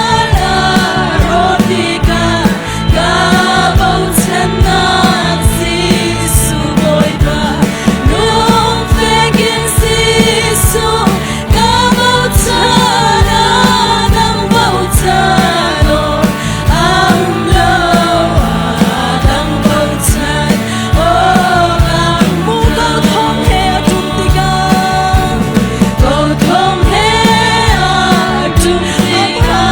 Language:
Hakha Chin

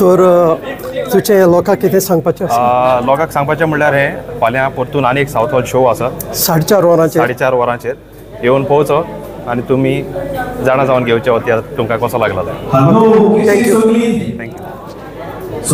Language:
Konkani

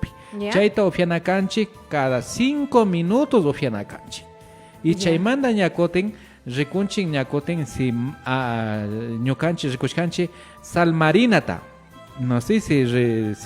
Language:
Imbabura Highland Quichua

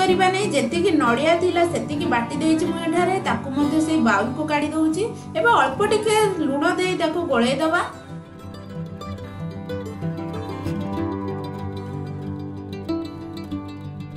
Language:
Odia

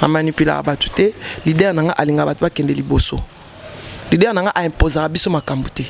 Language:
Lingala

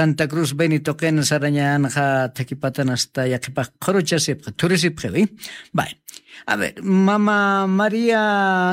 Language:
Aymara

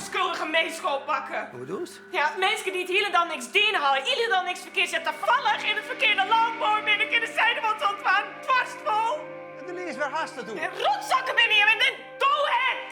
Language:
Western Frisian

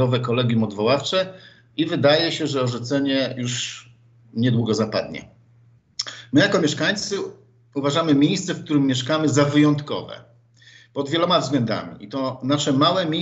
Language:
Polish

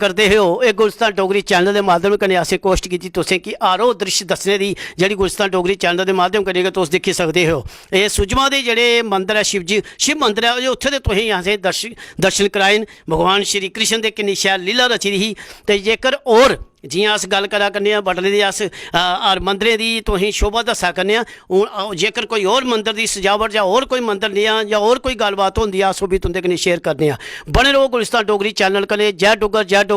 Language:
Dogri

